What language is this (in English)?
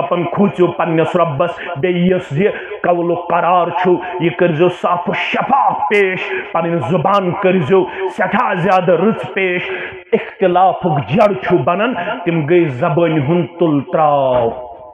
Kashmiri